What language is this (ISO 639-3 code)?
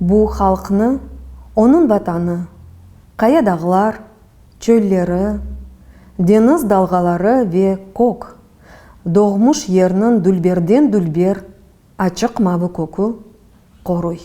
crh